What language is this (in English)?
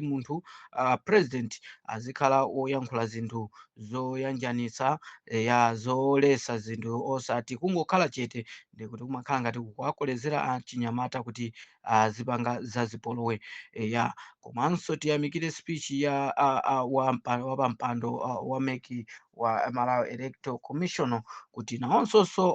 Nyanja